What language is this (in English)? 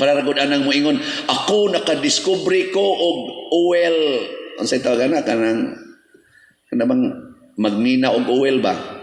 Cebuano